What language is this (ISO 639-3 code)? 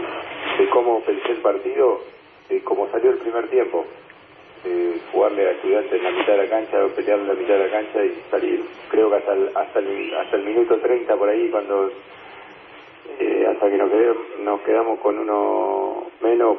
spa